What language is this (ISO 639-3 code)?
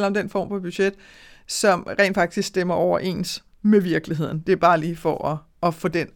dan